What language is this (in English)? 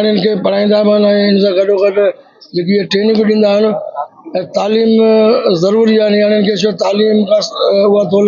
Sindhi